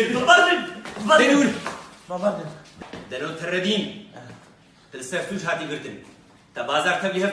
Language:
Kurdish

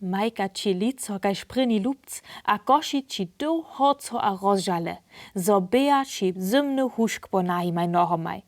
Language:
Upper Sorbian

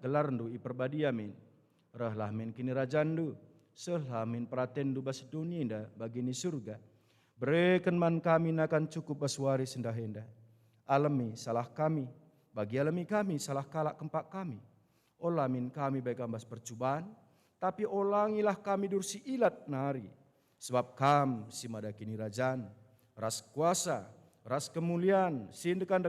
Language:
Batak Karo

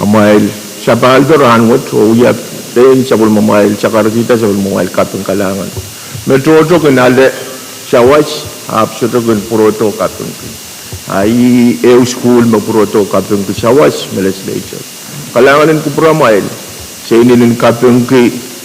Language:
Pohnpeian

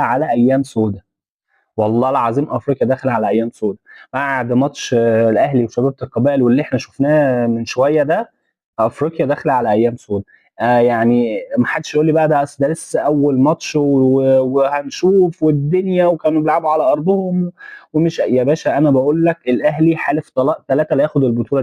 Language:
Egyptian Arabic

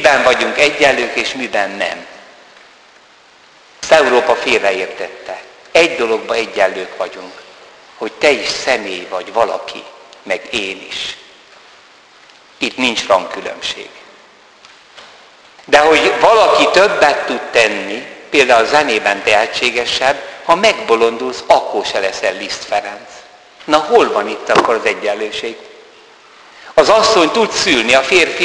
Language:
Hungarian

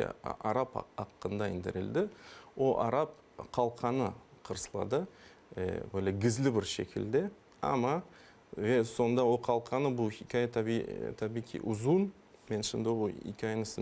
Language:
Crimean Tatar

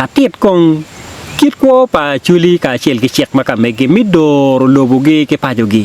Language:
Acoli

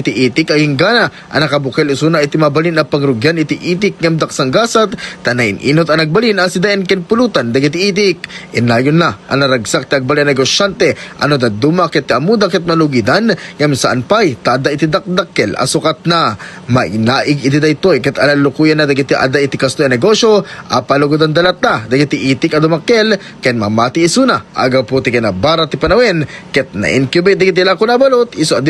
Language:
Iloko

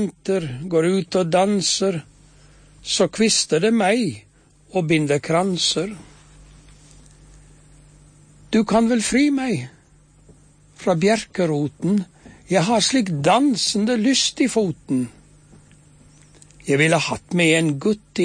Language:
Norwegian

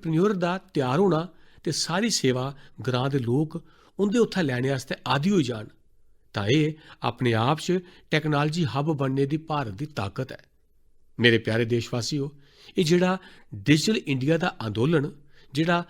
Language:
Dogri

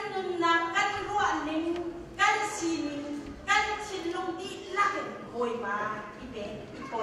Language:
Hakha Chin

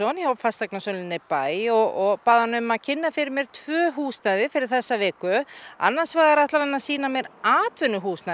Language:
Icelandic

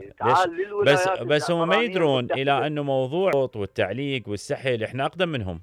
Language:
Mesopotamian Arabic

